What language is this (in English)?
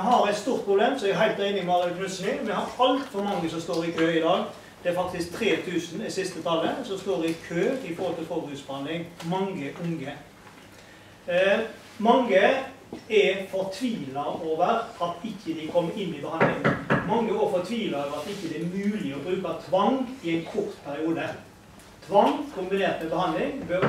Norwegian